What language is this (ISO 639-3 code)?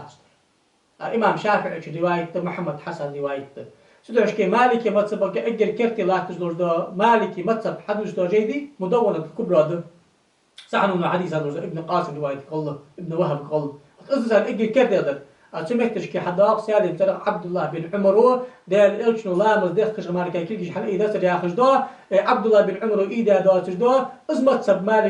inh